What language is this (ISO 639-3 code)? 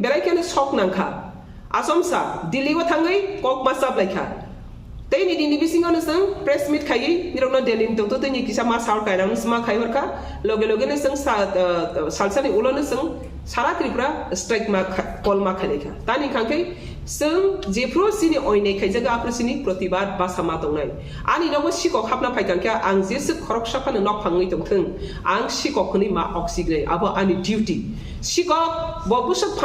trp